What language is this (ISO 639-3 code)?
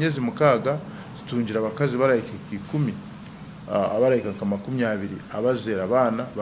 nyn